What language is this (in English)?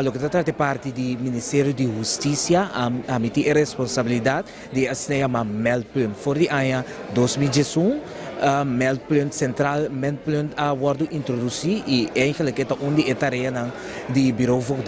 Papiamento